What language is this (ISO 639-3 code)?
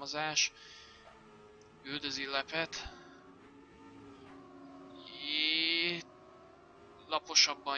hun